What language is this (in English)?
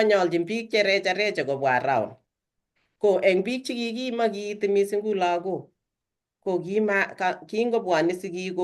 Kalenjin